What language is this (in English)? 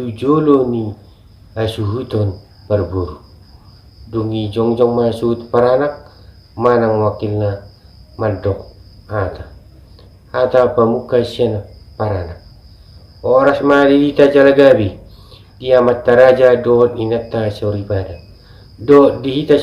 Batak Toba